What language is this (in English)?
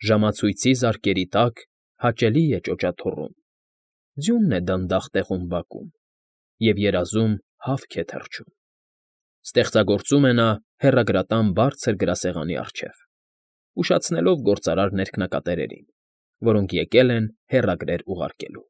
Armenian